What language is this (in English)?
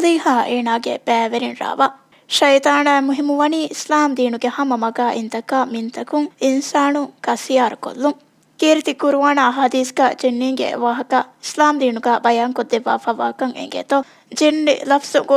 Divehi